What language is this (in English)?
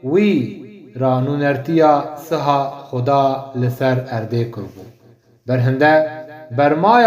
Kurdish